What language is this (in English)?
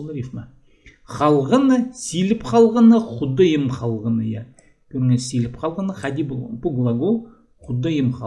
Khakas